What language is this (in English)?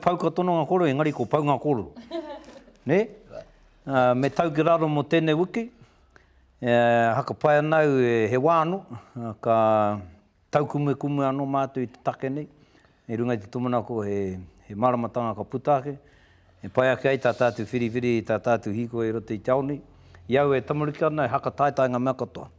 Māori